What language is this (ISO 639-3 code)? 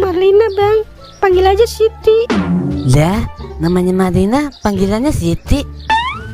bew